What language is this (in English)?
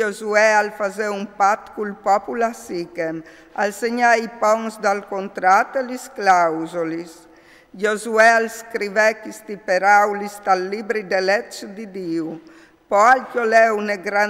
Friulian